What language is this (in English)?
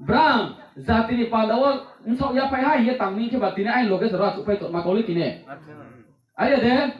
Riang (India)